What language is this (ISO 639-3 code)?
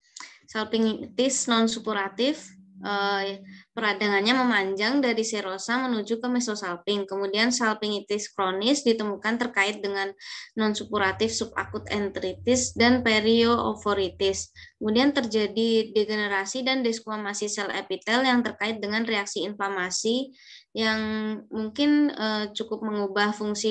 ind